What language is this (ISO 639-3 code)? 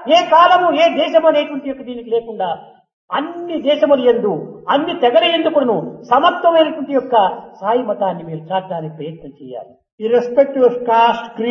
tel